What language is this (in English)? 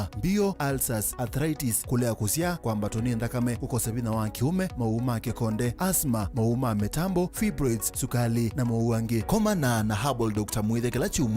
Kamba